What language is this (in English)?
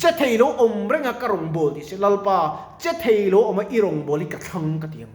Mizo